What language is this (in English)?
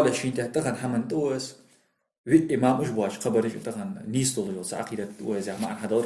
Ingush